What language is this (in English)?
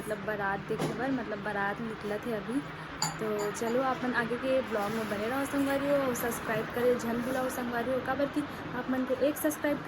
Chhattisgarhi